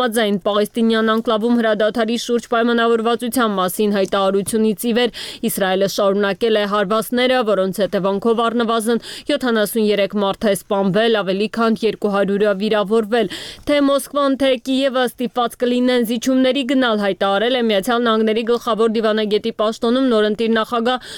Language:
Armenian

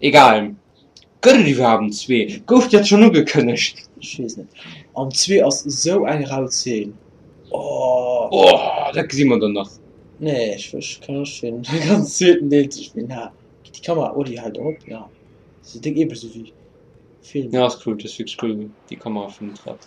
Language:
Luxembourgish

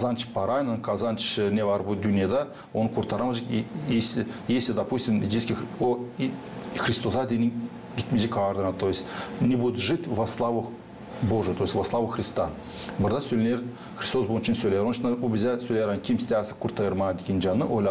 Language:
Gagauz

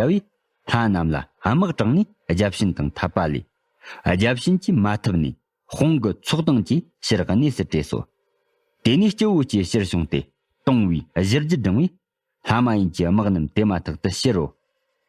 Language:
Tibetan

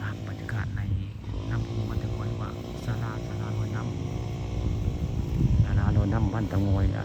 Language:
Northeastern Thai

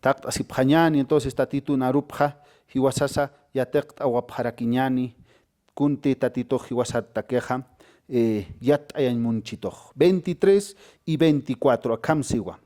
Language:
Aymara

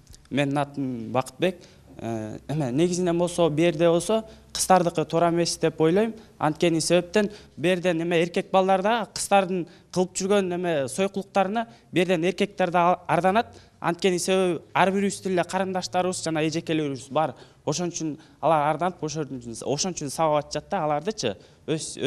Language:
Kyrgyz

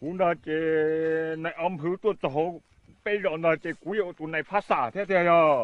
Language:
Hmong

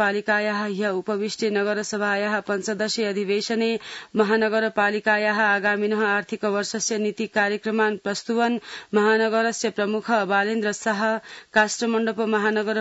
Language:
Sanskrit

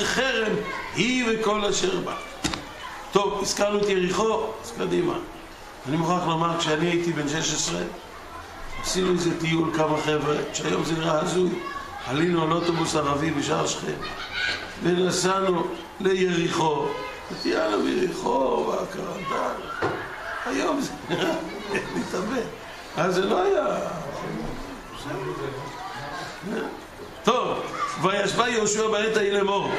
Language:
Hebrew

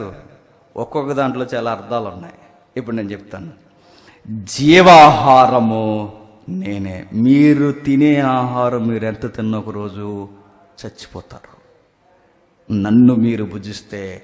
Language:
Telugu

